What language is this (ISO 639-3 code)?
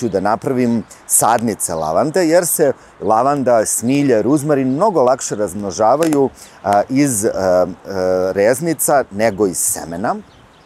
srp